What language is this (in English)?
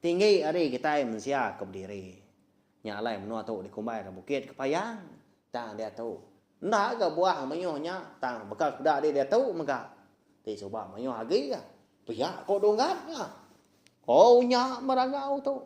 Iban